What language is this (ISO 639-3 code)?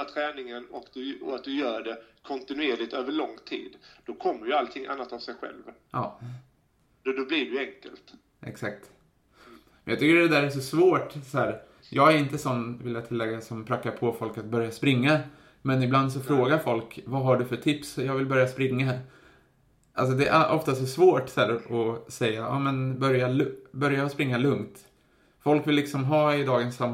swe